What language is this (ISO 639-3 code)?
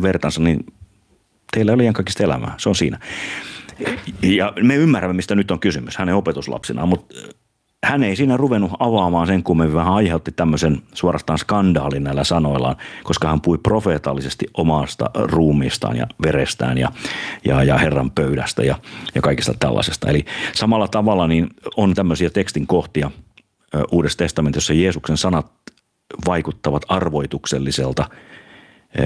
fin